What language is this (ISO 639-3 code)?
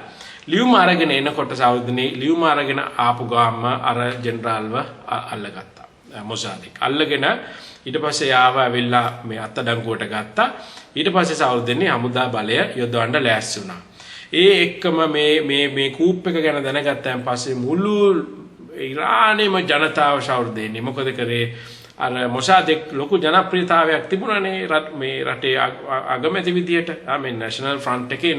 sin